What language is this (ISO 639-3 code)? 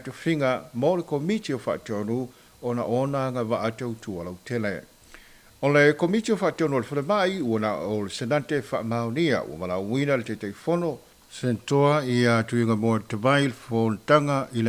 smo